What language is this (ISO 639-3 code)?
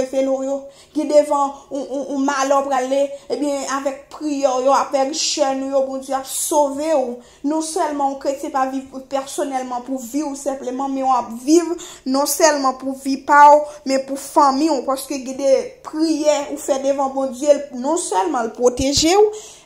hat